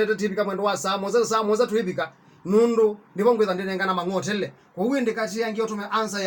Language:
Kamba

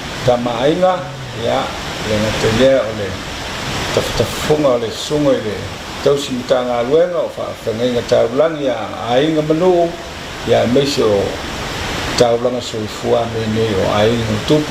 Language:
Samoan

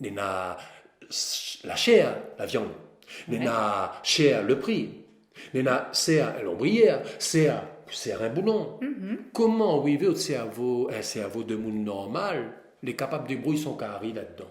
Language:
Réunion Creole French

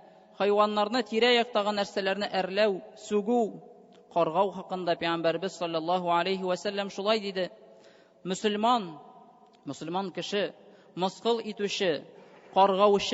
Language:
Tatar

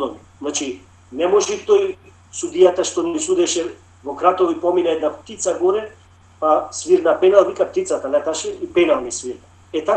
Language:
Macedonian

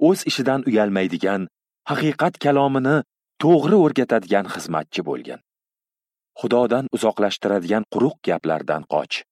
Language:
Uzbek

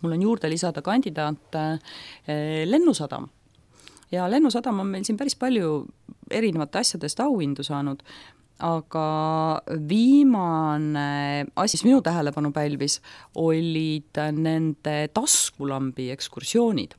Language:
Estonian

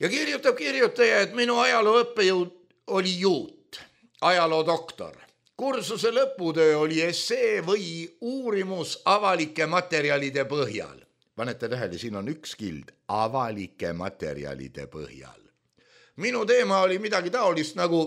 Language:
Estonian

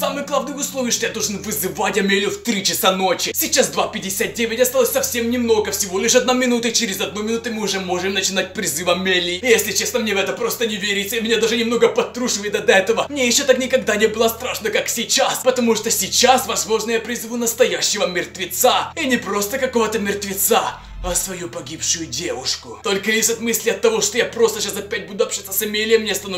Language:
Russian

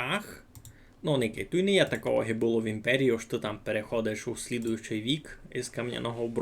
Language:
Rusyn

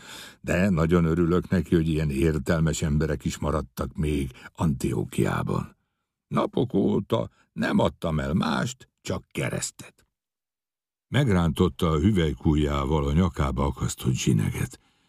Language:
Hungarian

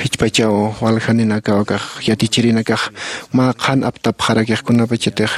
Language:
Aymara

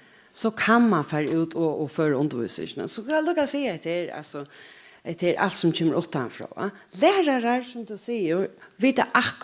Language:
Faroese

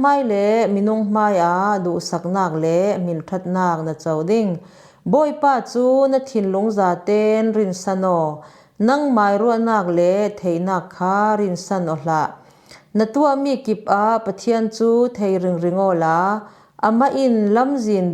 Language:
Falam Chin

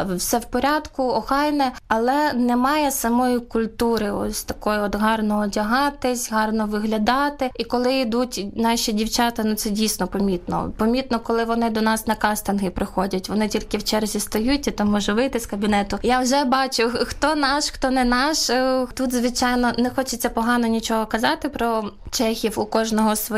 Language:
Ukrainian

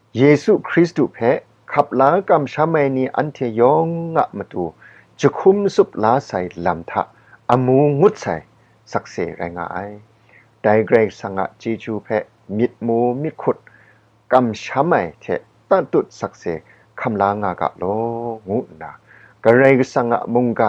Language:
Kachin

